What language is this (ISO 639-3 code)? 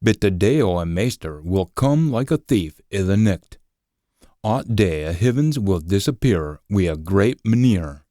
sco